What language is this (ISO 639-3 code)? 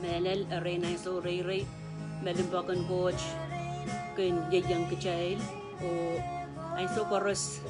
pon